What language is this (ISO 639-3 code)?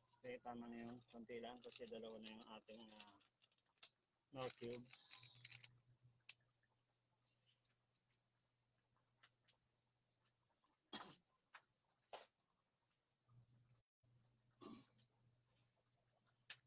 fil